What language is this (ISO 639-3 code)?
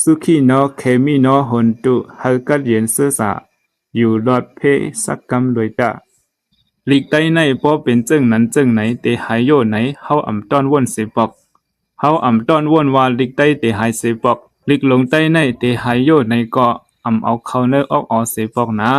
shn